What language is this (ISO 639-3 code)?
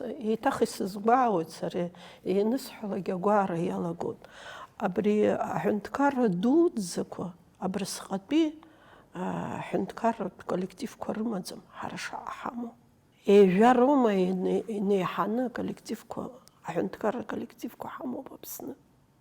abk